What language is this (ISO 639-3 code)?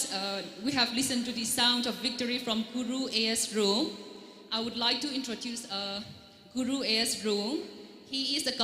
nmf